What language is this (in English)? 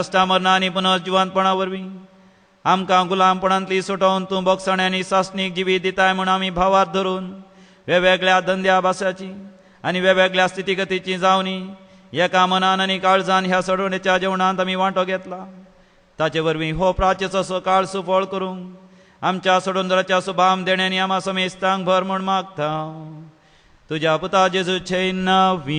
Konkani